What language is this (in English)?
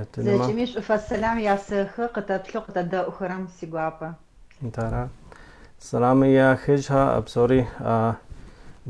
Adyghe